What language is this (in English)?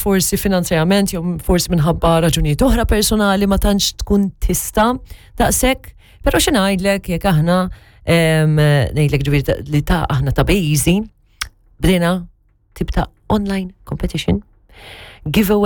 Maltese